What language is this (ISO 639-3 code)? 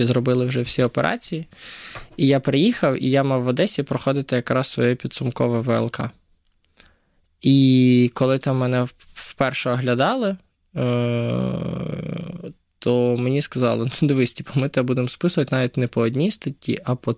ukr